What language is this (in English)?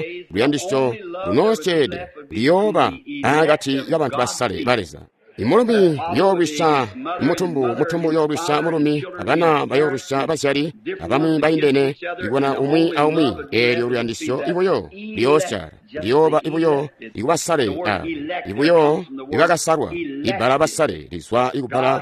Tonga (Zambia)